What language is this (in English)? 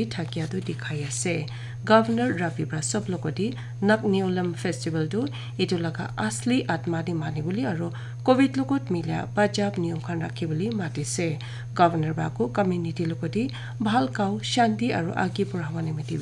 Naga Pidgin